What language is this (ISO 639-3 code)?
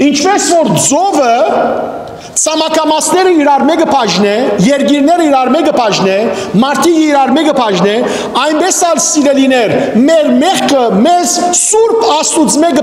hyw